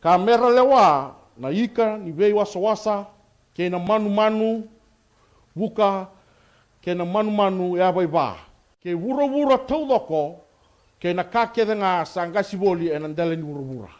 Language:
Fijian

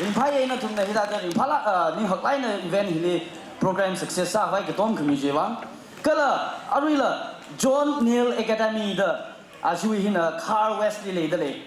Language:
Tangkhul Naga (India)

